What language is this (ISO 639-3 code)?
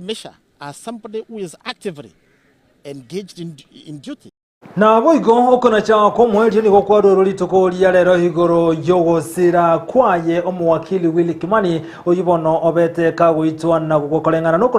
guz